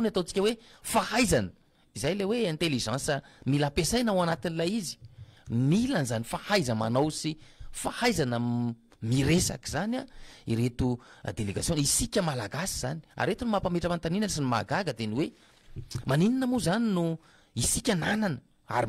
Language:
Malagasy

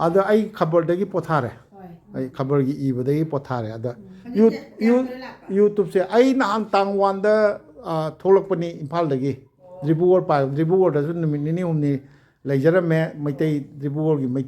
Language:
Manipuri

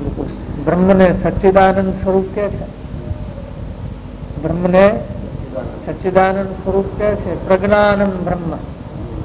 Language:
Gujarati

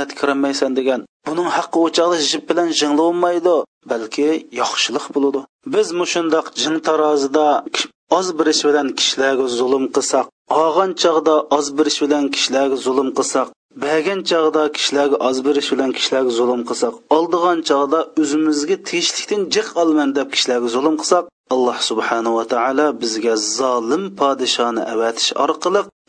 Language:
Uyghur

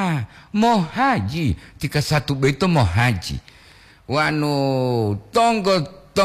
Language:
Gorontalo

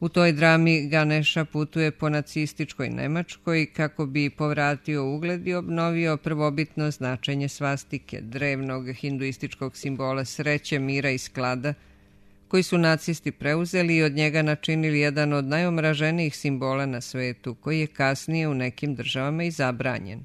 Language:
Serbian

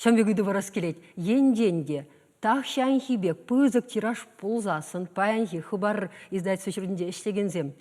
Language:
Chuvash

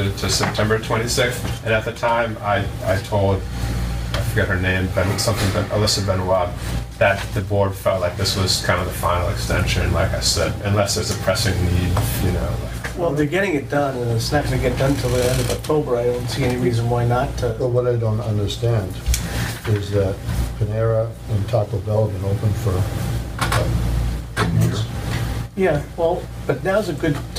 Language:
English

